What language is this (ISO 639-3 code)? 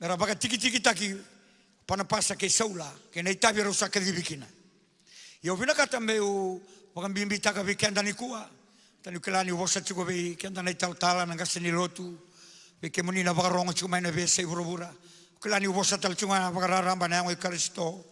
fij